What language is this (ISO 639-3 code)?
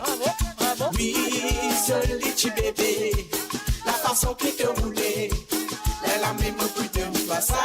mfe